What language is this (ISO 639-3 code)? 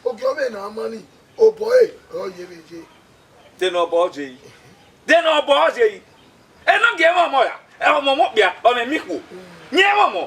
bin